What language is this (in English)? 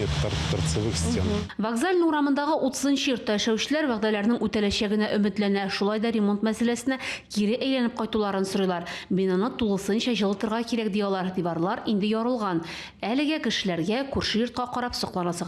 Tatar